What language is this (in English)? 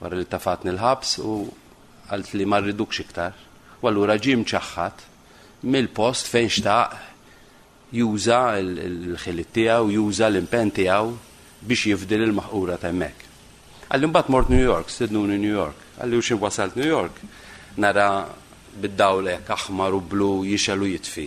Maltese